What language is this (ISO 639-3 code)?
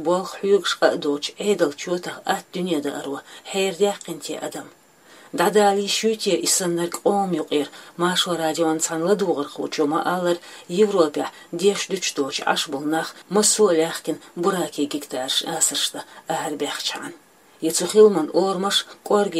che